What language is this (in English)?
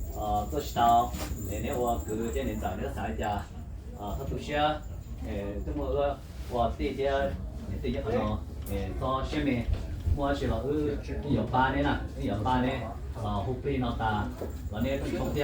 Hmong